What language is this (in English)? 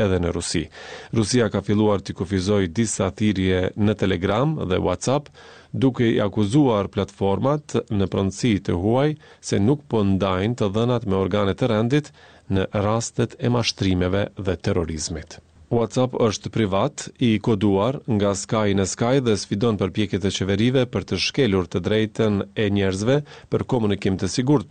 Albanian